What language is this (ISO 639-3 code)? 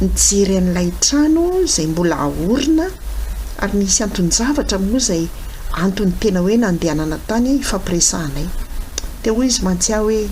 mlg